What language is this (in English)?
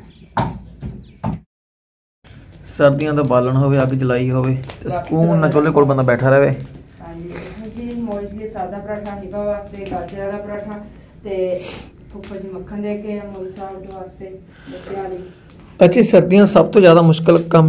Punjabi